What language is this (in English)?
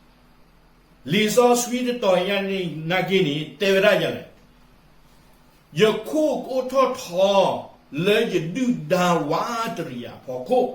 S'gaw Karen